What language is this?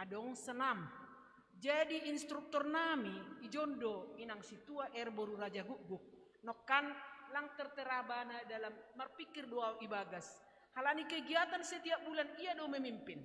Batak Simalungun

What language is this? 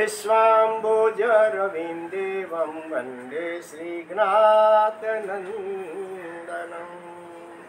Gujarati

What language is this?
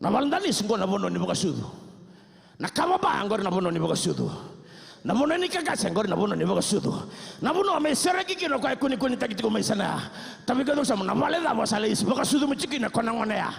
Fijian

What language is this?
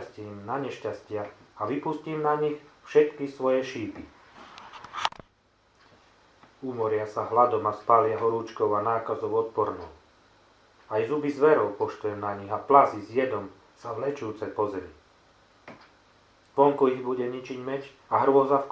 Slovak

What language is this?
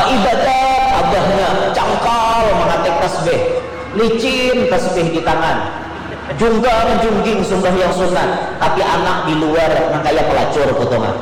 Banjar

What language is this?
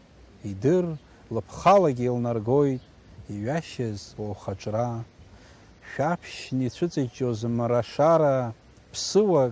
Abkhazian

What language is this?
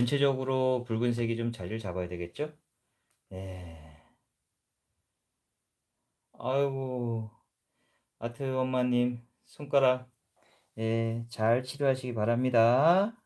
Korean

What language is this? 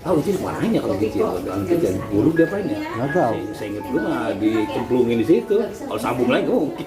Betawi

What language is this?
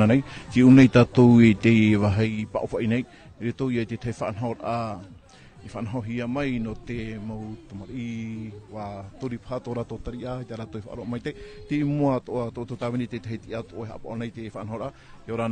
Tahitian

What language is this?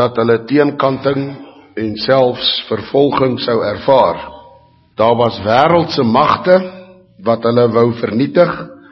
Afrikaans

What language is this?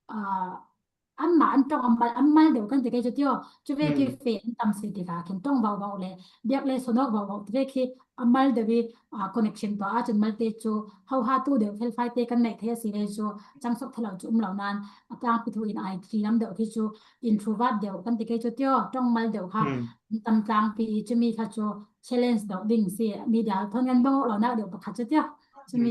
Falam Chin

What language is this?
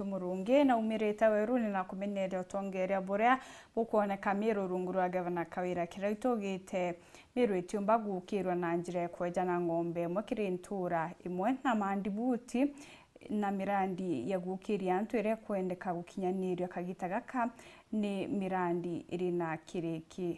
Meru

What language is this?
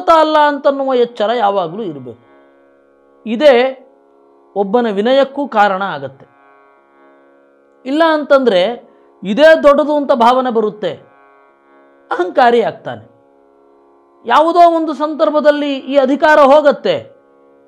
Kannada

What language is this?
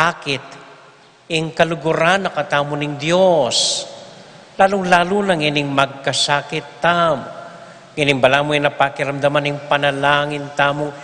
Pampanga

